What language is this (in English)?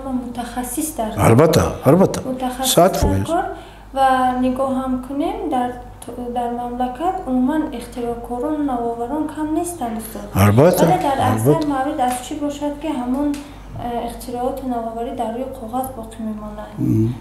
Tajik